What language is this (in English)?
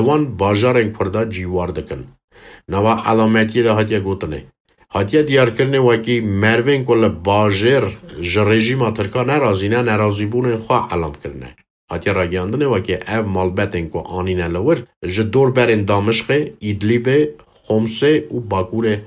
Kurdish